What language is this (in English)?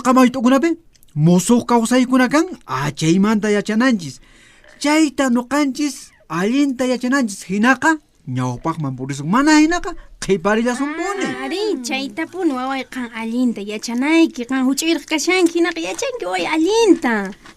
Quechua